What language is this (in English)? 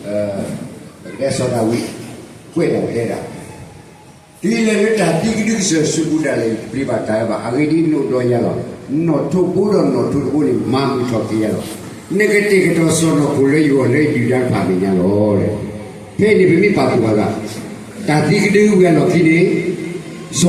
S'gaw Karen